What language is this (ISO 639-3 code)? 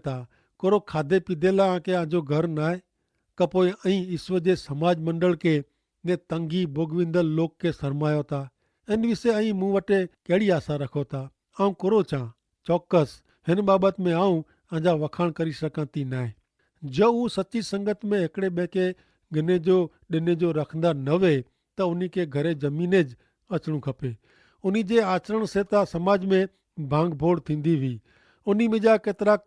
kfr